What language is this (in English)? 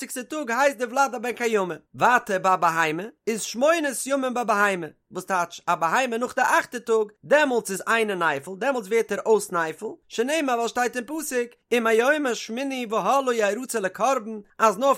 Yiddish